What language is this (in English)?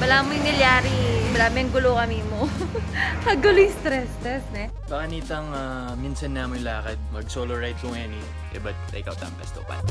Pampanga